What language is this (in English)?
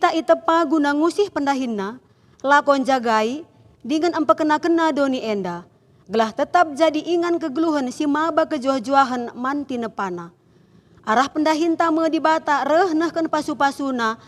Batak Karo